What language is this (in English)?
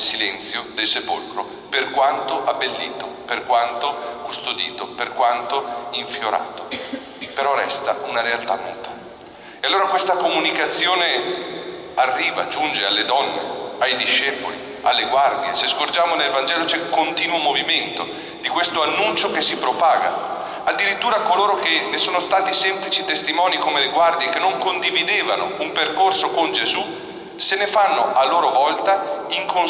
Italian